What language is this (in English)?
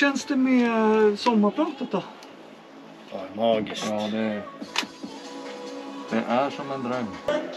Swedish